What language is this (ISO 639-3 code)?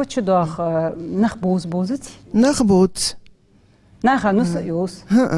inh